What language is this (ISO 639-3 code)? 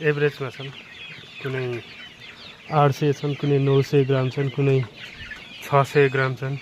nep